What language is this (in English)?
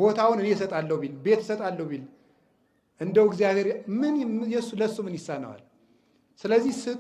Amharic